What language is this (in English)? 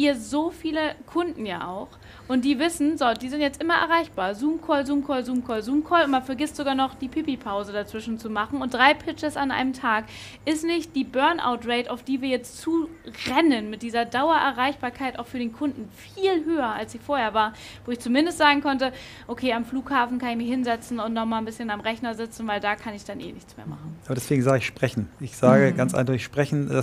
German